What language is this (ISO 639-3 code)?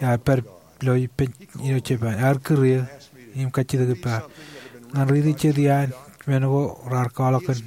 mah